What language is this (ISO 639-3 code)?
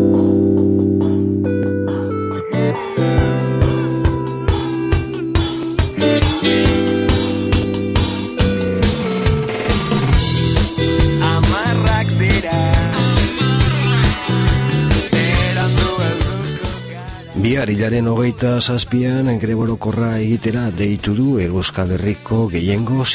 eus